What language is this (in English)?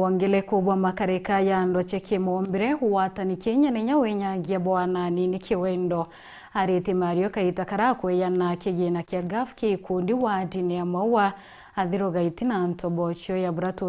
Meru